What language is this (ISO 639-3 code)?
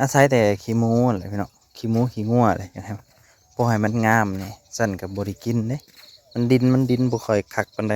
tts